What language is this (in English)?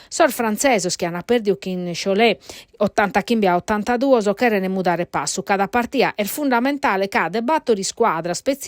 Sardinian